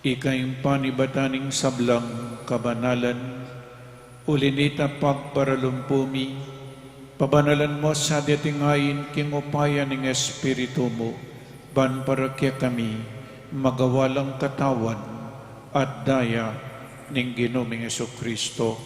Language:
Pampanga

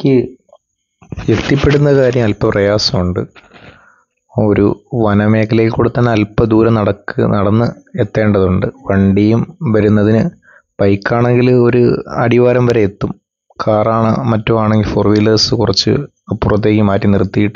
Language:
Malayalam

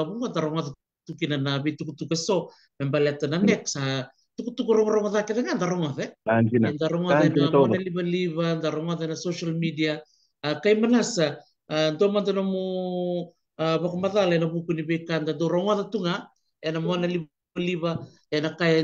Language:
Fijian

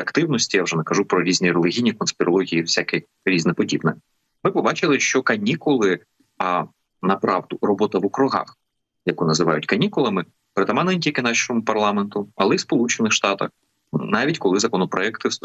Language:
Ukrainian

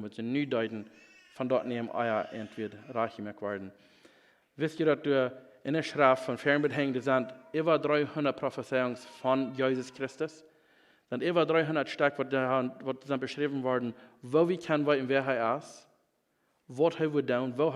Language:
Plautdietsch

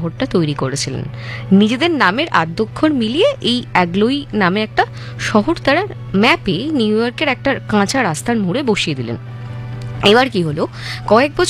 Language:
Bangla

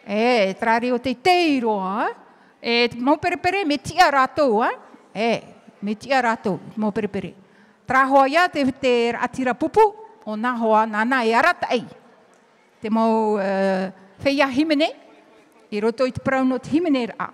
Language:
Tahitian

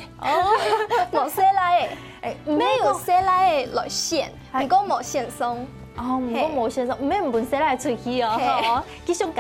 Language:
Hakka Chinese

